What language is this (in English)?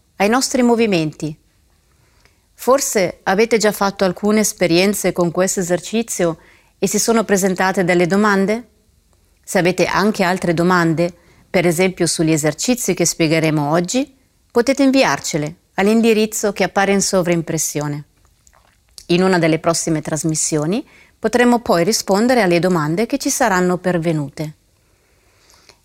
Italian